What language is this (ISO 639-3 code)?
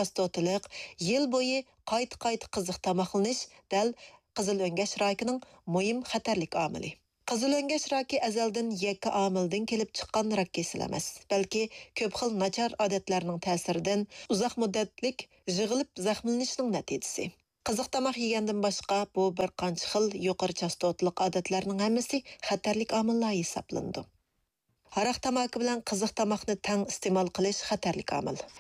uig